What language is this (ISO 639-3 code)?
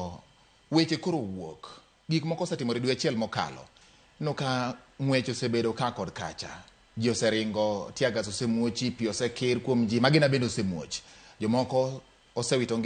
luo